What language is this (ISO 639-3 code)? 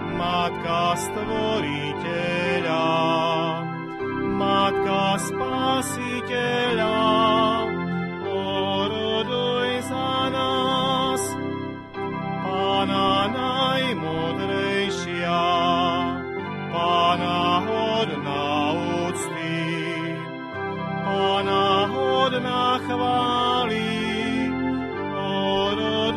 slk